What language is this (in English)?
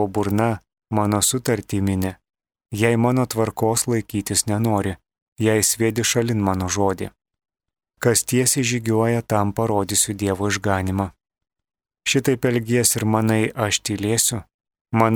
Lithuanian